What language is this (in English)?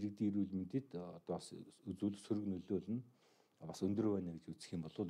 Mongolian